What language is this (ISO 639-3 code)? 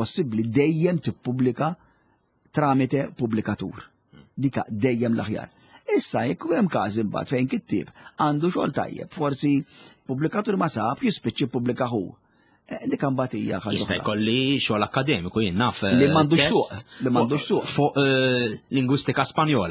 mlt